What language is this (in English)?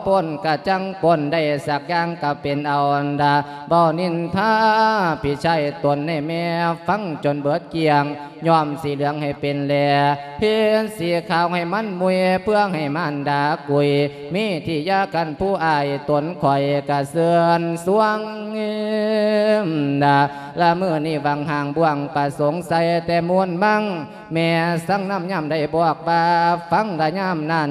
Lao